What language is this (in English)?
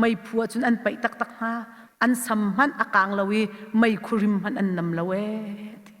Hakha Chin